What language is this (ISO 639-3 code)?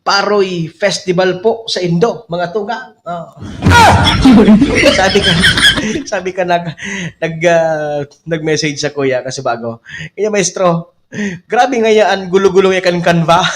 bik